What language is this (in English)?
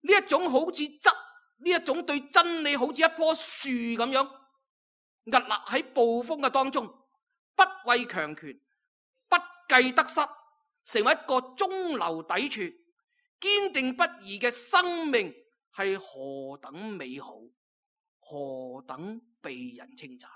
Cantonese